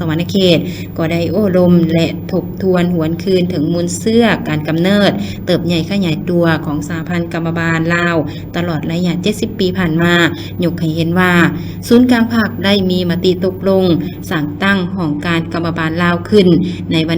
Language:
Lao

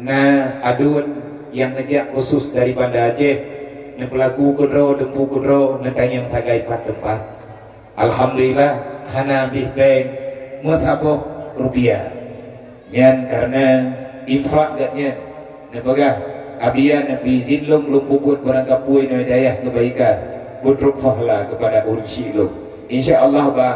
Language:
Achinese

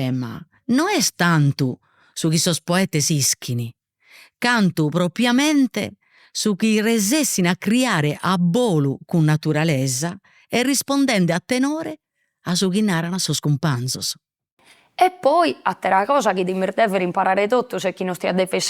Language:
Sardinian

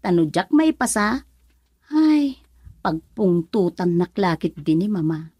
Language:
Iloko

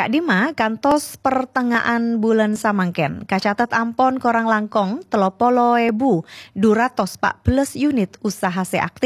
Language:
Madurese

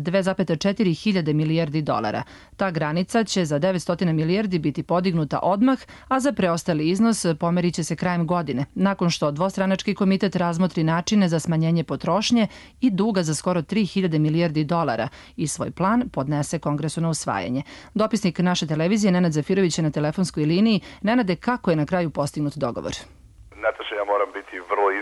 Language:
Serbian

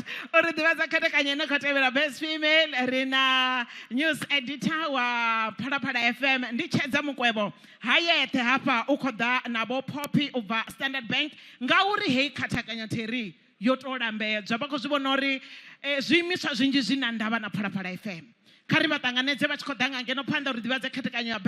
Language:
Venda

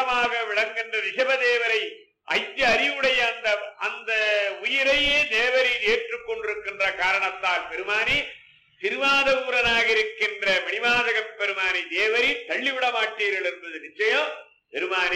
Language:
Tamil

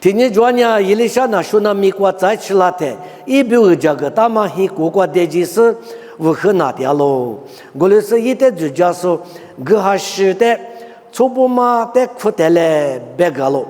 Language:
Lisu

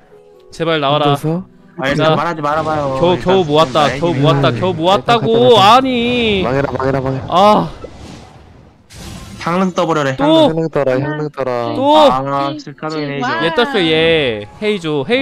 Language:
Korean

